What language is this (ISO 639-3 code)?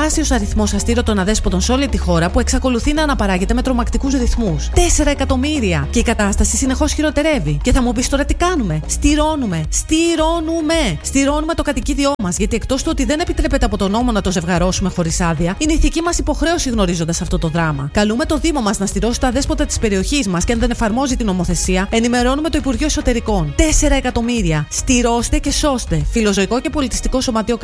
ell